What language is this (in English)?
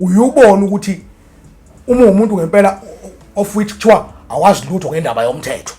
Zulu